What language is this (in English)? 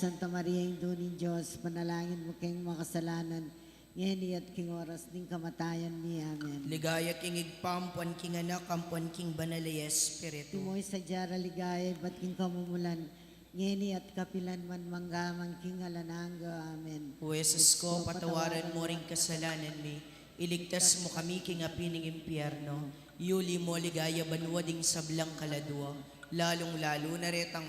Pampanga